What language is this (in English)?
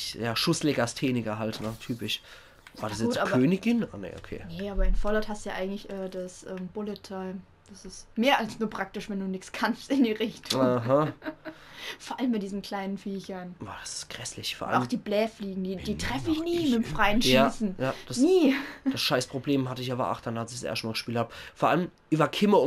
Palatine German